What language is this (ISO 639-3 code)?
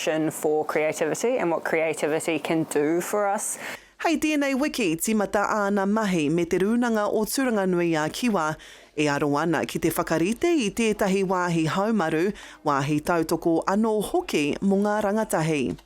mri